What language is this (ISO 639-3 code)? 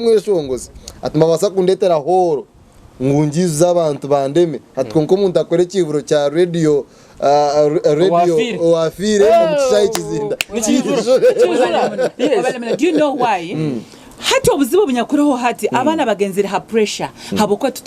nyn